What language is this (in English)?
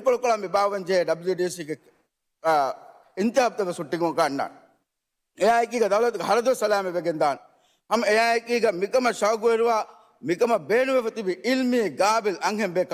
Divehi